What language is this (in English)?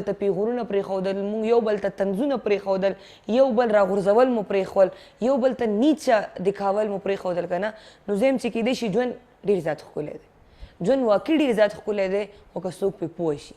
Pashto